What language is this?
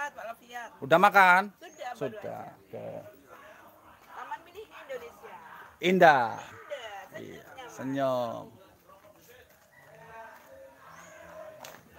Indonesian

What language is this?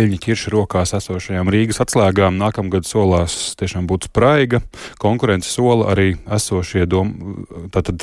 Latvian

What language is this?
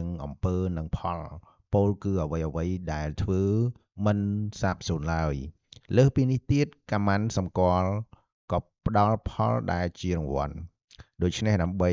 Khmer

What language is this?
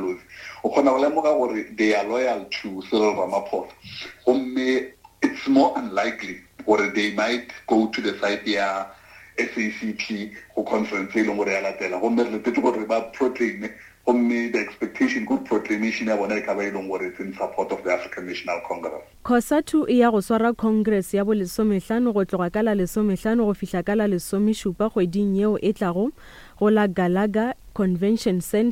Northern Sotho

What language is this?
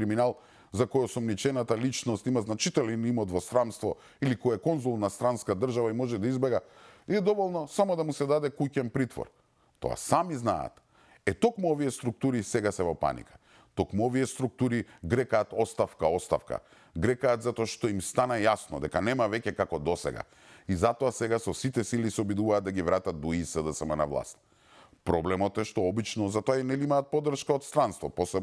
Macedonian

